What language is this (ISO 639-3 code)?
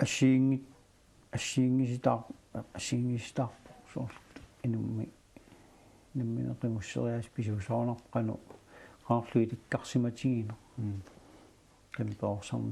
kal